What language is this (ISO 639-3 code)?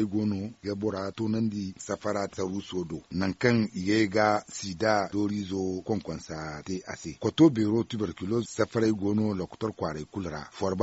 dje